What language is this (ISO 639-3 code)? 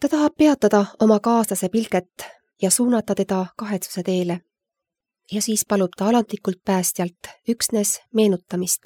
est